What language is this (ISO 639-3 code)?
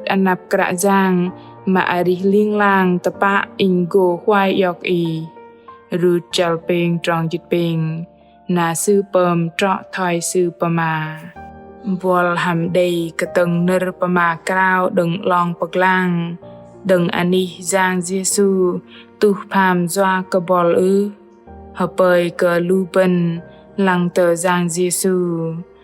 bdq